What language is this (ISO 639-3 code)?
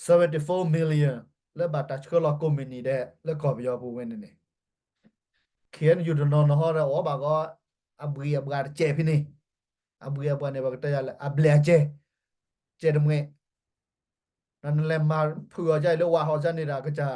ksw